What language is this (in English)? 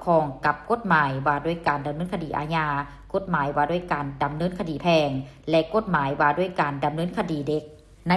Lao